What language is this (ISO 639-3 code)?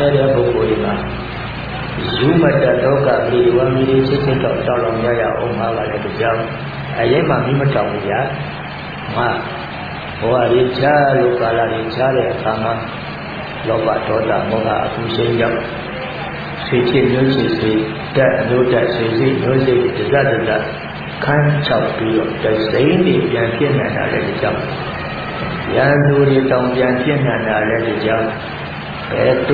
mya